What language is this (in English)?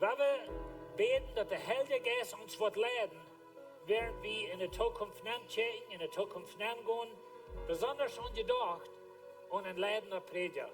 Plautdietsch